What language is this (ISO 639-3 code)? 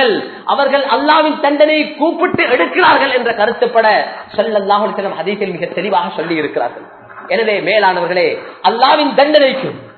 tam